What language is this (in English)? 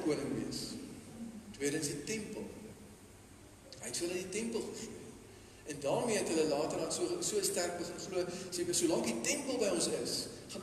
Afrikaans